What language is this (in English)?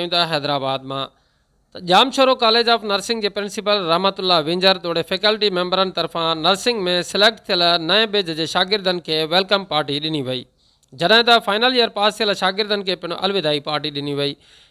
Sindhi